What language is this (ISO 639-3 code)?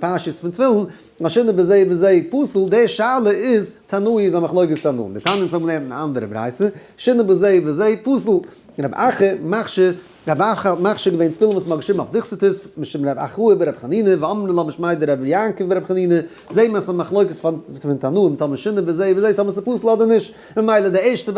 yid